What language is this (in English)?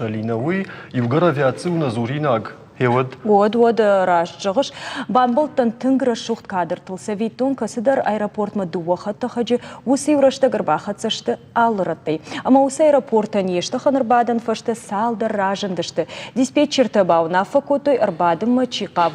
Ossetic